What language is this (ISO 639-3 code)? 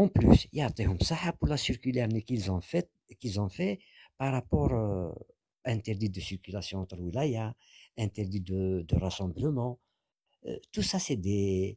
kab